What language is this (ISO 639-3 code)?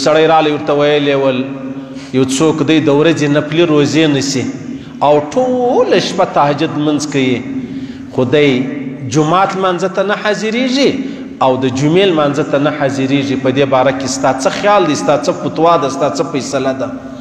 pus